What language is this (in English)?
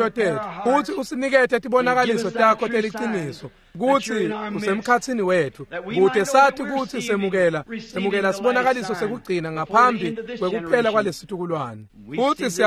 Swati